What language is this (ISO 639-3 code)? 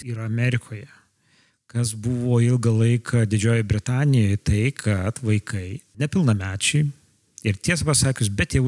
lit